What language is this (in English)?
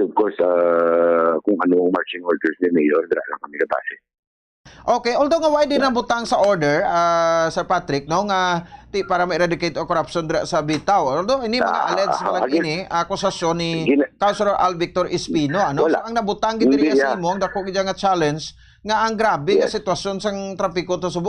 Hiligaynon